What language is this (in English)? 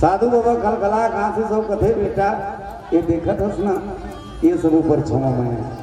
Chhattisgarhi